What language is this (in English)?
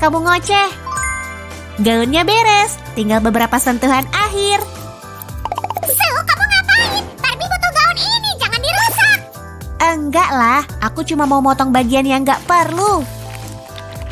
Indonesian